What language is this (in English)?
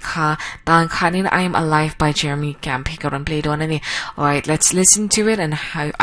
Mizo